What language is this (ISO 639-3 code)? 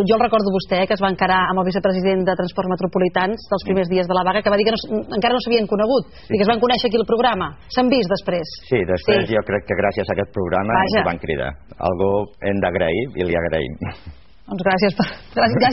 cat